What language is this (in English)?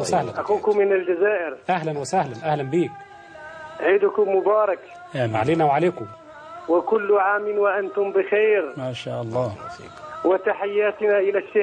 Arabic